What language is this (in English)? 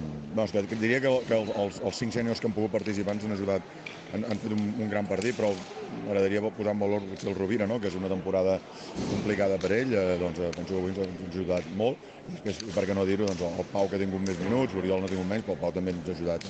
Catalan